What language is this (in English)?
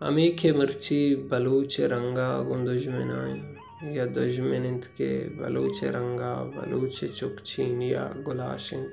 Baluchi